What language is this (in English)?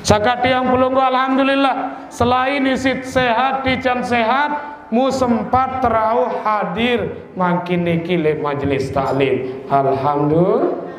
Sasak